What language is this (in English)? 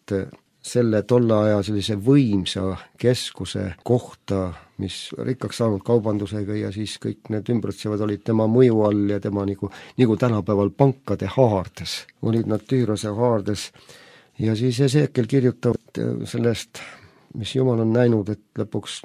Estonian